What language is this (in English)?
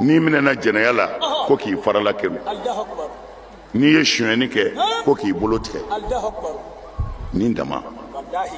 Bambara